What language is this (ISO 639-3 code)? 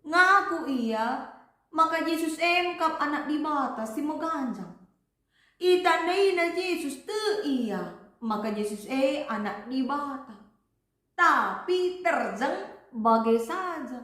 btx